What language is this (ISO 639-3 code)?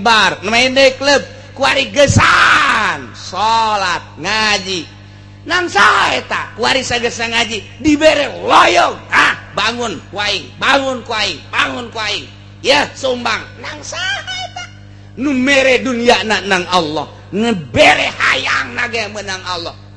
sun